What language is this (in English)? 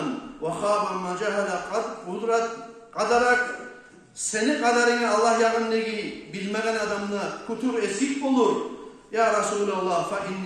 Kumyk